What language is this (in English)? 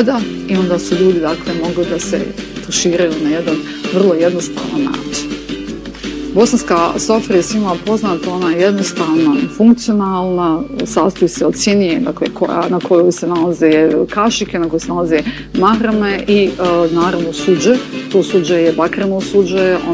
Bosnian